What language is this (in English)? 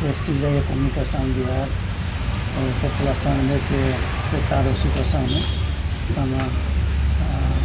Tetum